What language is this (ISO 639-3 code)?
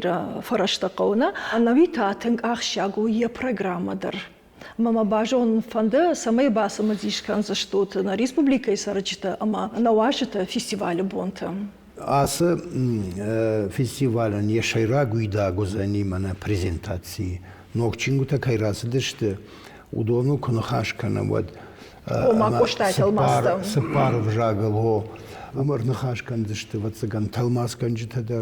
oss